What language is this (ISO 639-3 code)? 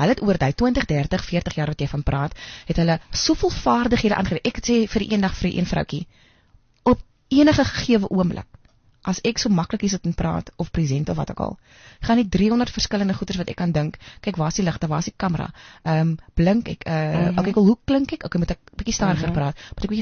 afr